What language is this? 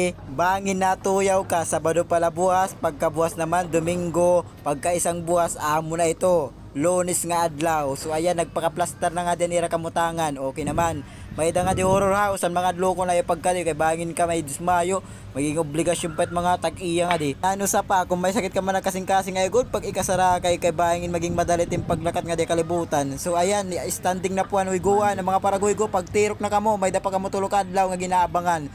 Waray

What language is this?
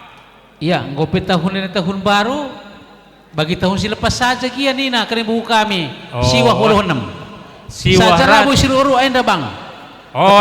Batak Karo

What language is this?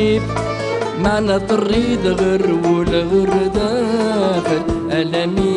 Kabyle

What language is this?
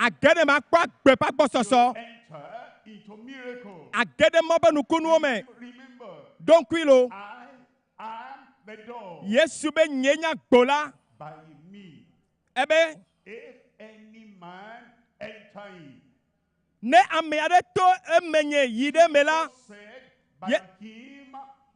Ewe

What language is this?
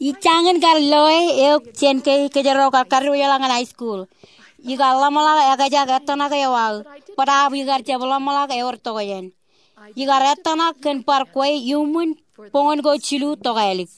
Marshallese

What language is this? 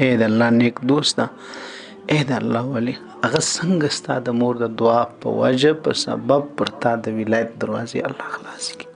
Pashto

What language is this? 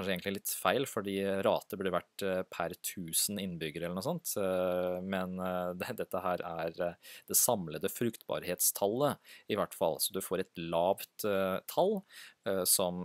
Norwegian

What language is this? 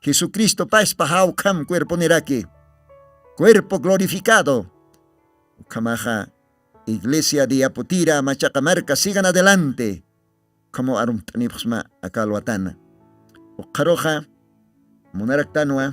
Aymara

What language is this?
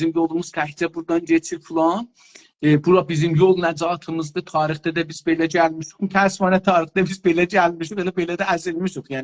South Azerbaijani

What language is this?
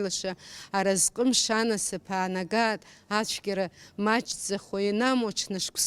Abkhazian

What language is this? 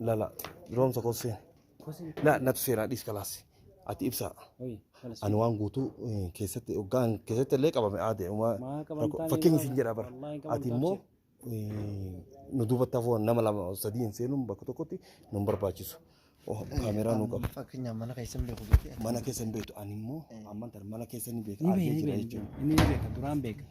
Oromo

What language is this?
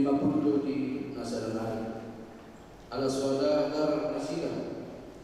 Batak Toba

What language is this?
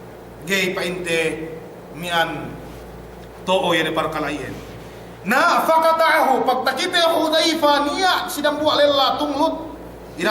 Yakan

